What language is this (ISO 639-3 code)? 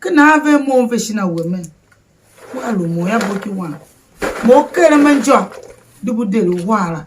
tiv